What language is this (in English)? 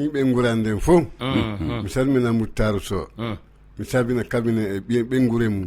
Bambara